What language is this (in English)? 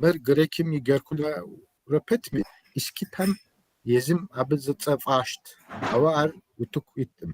Kabardian